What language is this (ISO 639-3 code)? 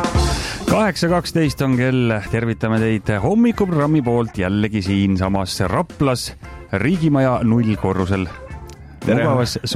est